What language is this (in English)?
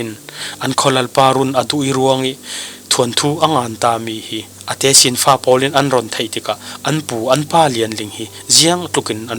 Falam Chin